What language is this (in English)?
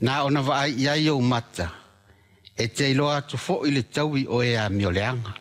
Samoan